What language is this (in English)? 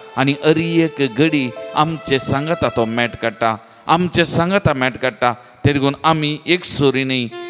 Konkani